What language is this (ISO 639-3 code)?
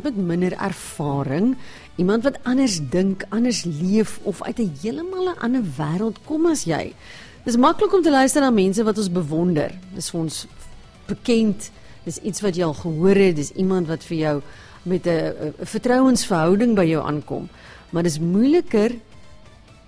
afr